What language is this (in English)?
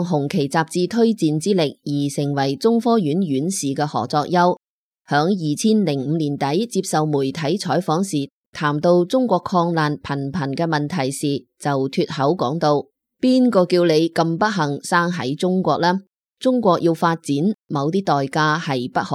Cantonese